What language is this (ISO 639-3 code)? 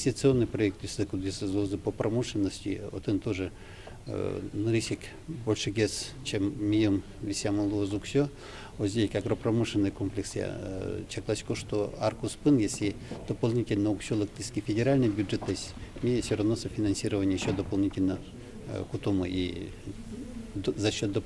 udm